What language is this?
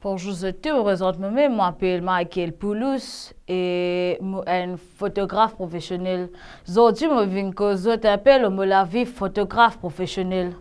Morisyen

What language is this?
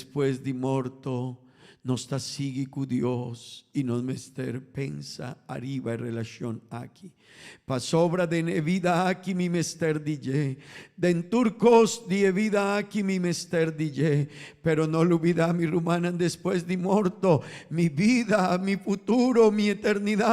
Papiamento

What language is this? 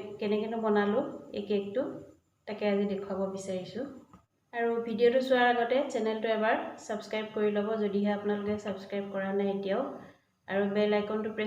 Assamese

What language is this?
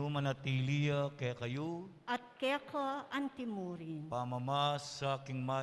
Pampanga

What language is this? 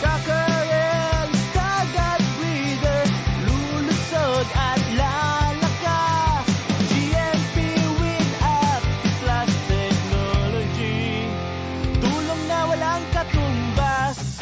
Bikol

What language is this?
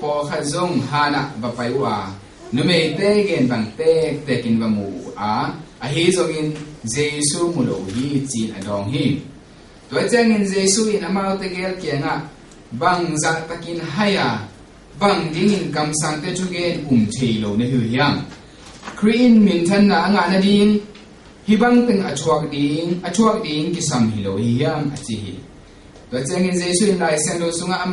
Tedim Chin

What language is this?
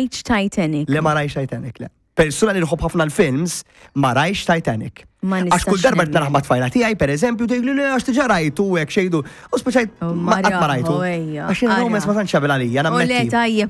Maltese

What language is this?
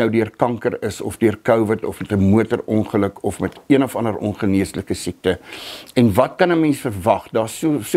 Afrikaans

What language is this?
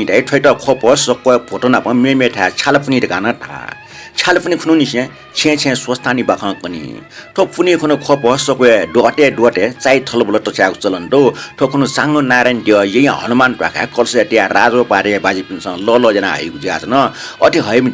Newari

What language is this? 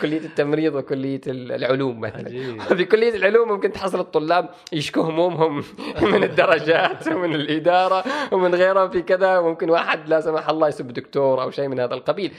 Gulf Arabic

